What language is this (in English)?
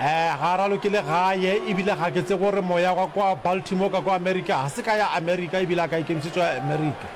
Northern Sotho